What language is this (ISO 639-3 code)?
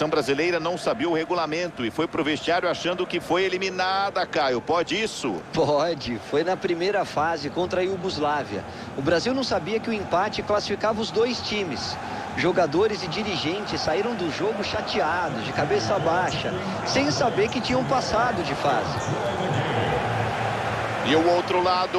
por